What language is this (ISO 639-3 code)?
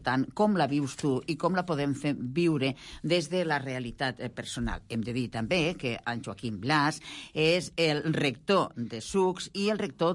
cat